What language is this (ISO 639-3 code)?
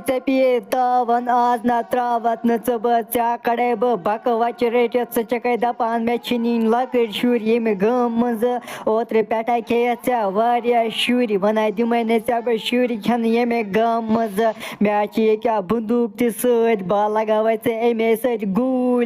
kas